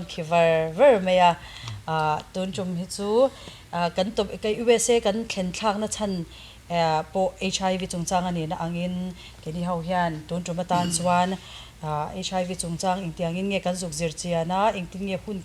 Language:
Mizo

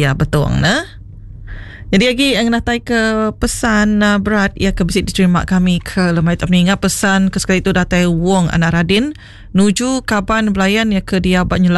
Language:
Iban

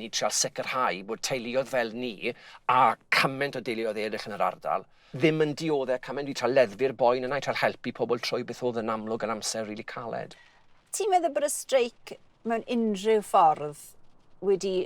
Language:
Welsh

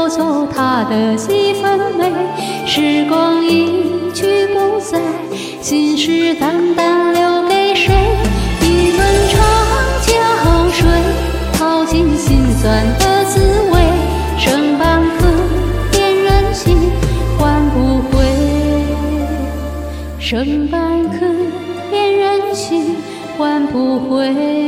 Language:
Chinese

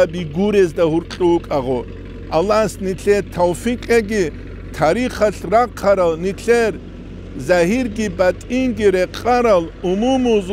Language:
Avaric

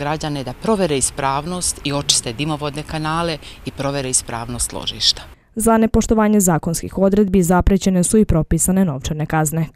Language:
Serbian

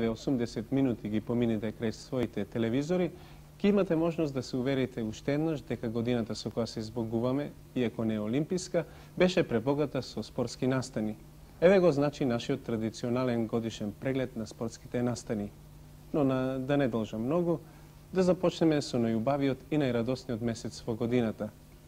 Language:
Macedonian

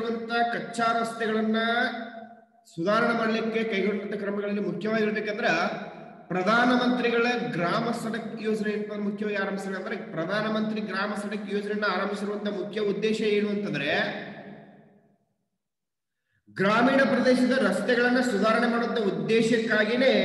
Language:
Kannada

